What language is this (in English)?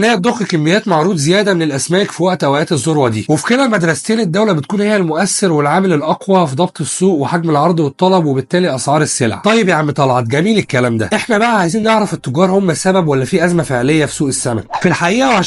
Egyptian Arabic